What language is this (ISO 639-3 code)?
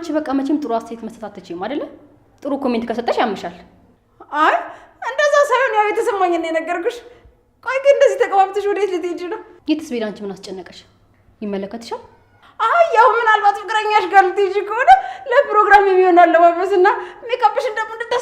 amh